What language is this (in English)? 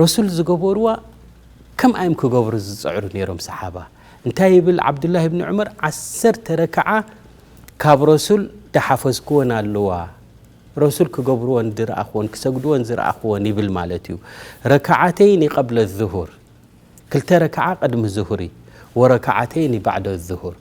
Tigrinya